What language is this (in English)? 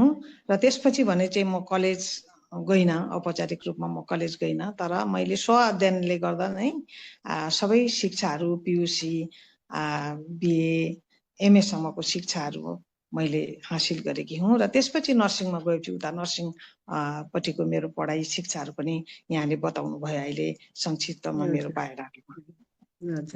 Nepali